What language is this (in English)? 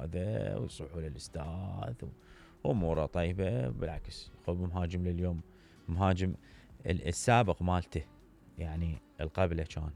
Mesopotamian Arabic